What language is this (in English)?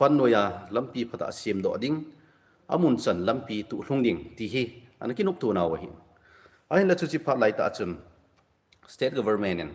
Thado Chin